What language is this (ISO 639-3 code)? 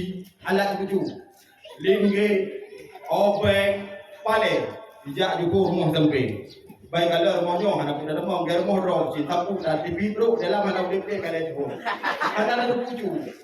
ace